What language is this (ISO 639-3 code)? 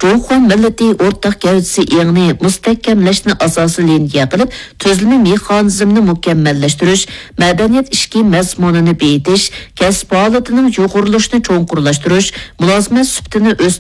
uig